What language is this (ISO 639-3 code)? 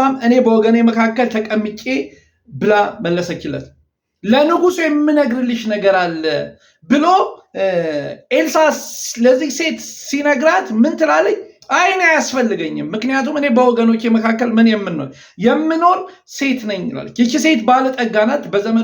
amh